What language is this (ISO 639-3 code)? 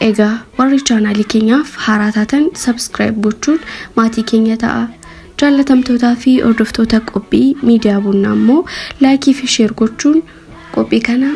orm